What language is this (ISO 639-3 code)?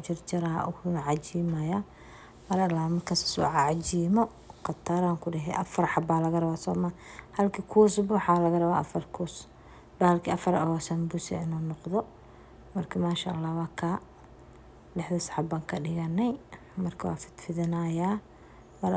som